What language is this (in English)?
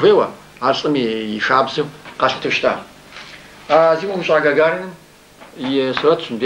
Kabardian